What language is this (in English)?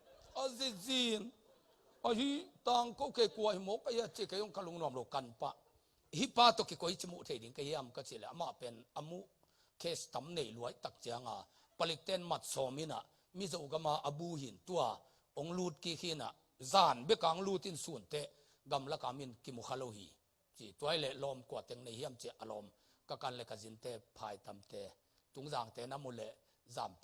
Tedim Chin